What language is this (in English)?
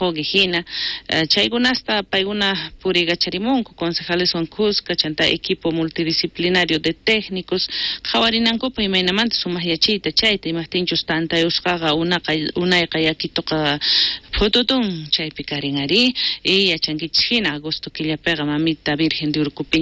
South Bolivian Quechua